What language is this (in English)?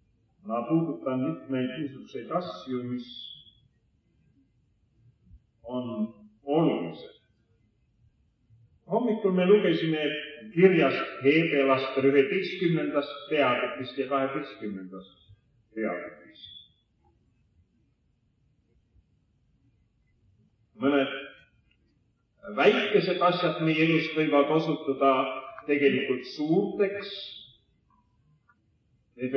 Estonian